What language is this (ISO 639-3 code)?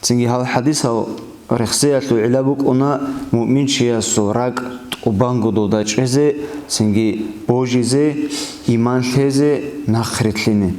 ava